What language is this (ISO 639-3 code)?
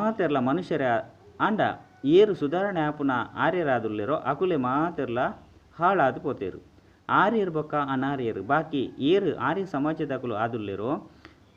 tcy